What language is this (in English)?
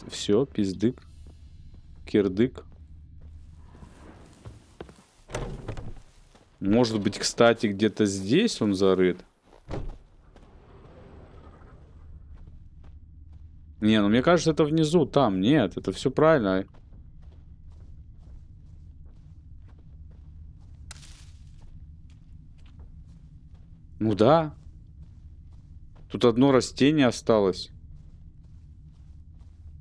Russian